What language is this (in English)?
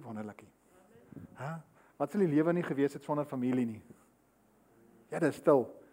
Afrikaans